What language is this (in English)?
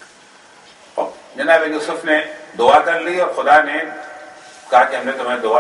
Urdu